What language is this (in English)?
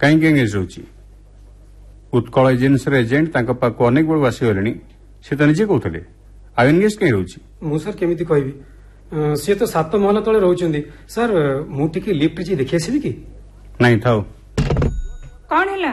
Odia